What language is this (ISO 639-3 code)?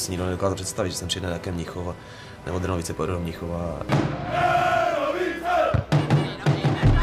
ces